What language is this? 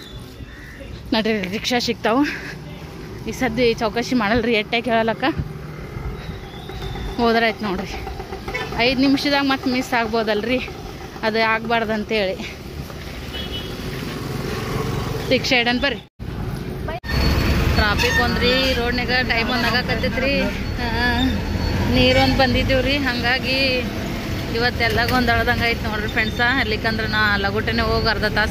Kannada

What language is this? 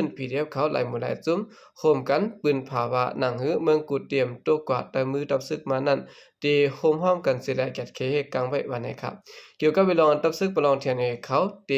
Lao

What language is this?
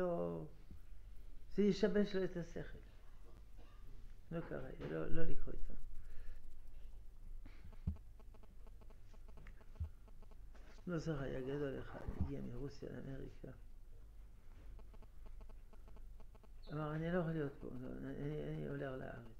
Hebrew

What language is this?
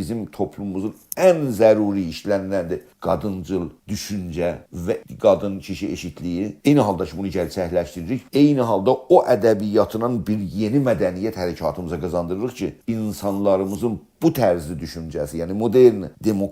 South Azerbaijani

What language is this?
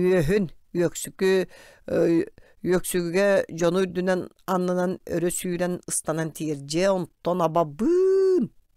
Yakut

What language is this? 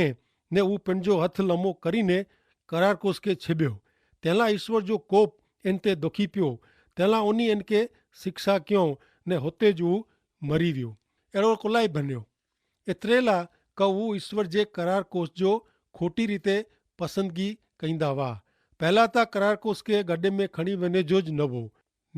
Kachhi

